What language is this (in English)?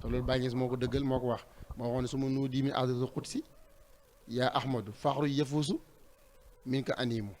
Wolof